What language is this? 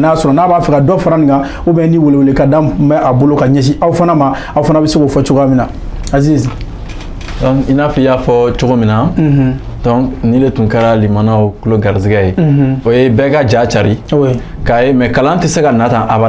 Bambara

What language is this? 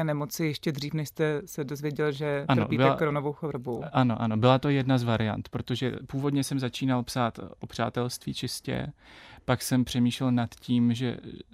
Czech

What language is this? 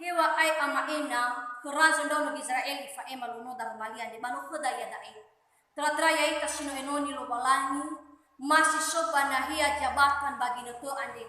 Nias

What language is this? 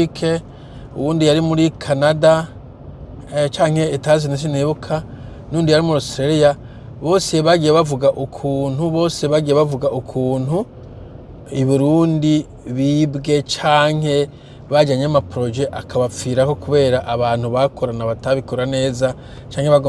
Rundi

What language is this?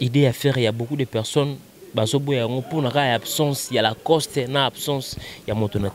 Lingala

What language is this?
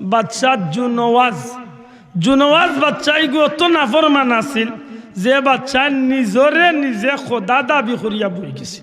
Sylheti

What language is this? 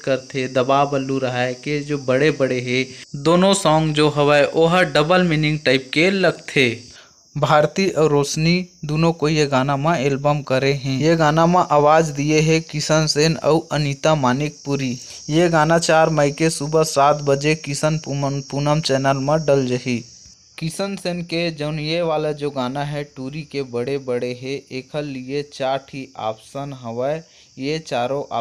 Chhattisgarhi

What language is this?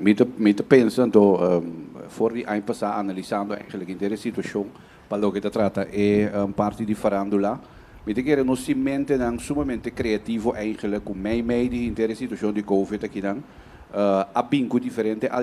Papiamento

